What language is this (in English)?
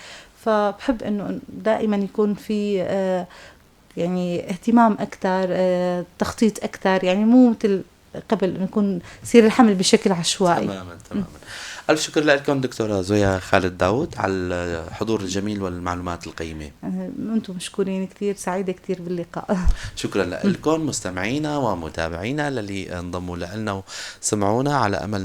North Levantine Arabic